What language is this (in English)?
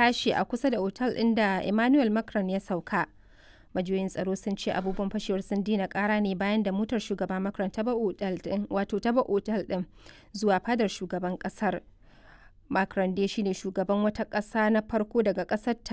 Hausa